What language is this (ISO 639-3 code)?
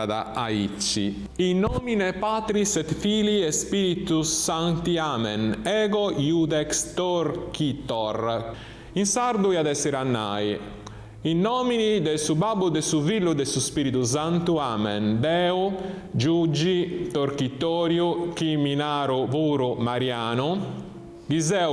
srd